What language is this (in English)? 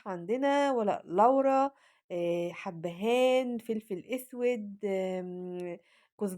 Egyptian Arabic